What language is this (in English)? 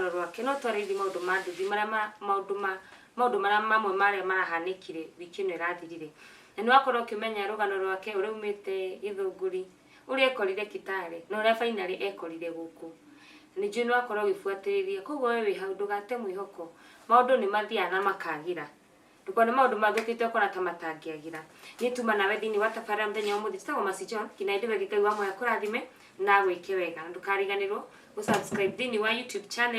Kikuyu